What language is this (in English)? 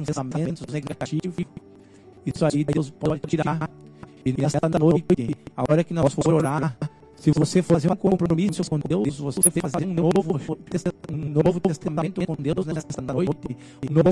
Portuguese